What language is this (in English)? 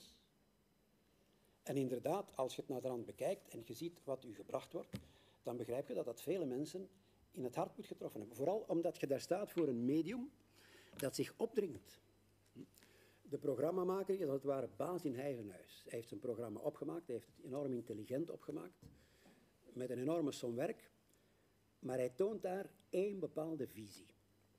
Dutch